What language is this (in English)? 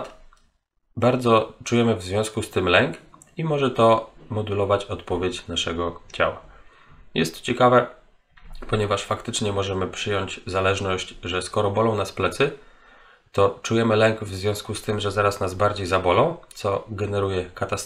Polish